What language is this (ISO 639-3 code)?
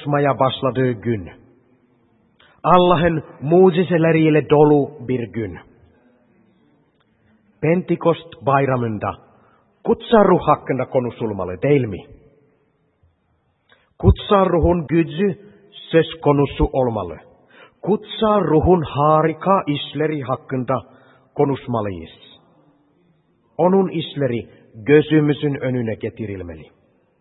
tur